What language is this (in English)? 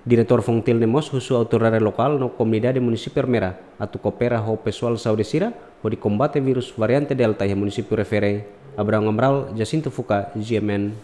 Tetum